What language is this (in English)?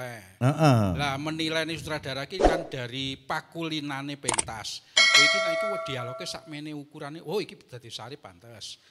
Javanese